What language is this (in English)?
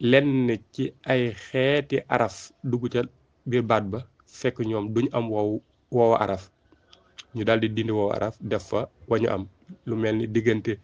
Wolof